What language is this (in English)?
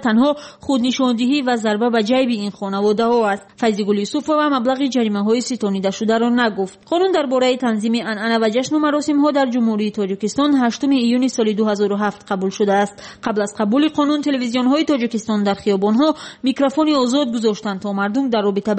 Tajik